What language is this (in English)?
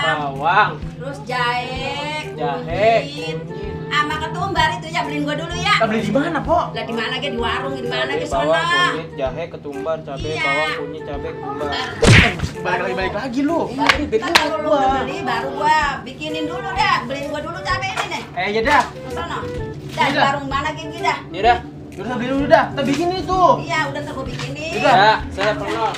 Betawi